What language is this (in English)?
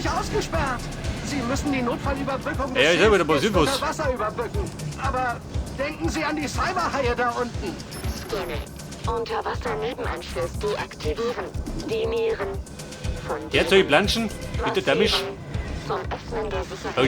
Bavarian